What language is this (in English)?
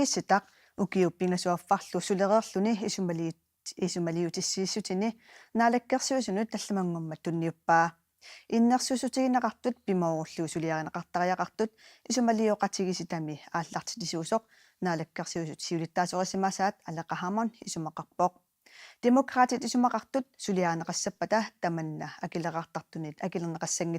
Kalaallisut